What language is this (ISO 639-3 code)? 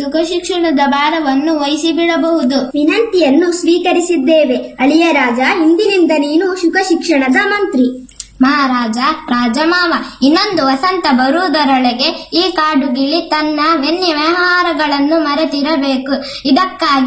kan